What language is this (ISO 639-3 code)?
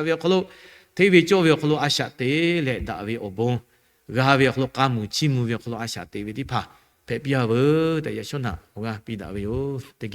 lhu